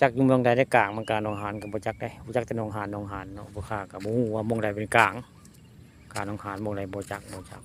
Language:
Northeastern Thai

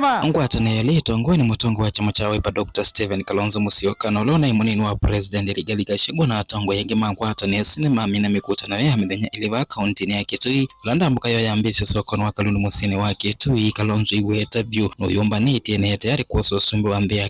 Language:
Kamba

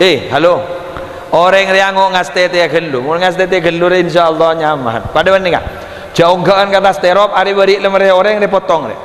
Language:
Madurese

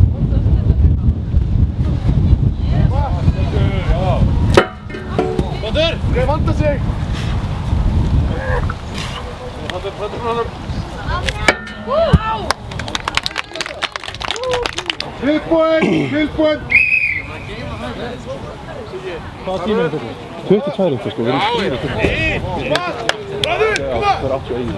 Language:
Icelandic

